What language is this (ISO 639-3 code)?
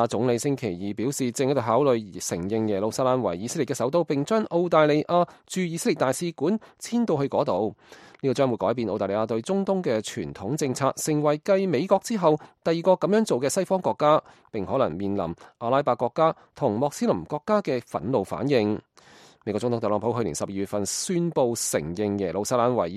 yue